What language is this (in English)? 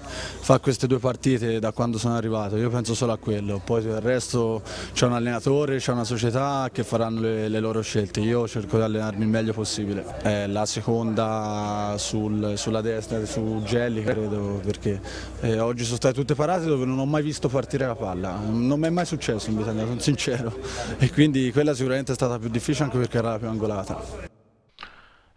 Italian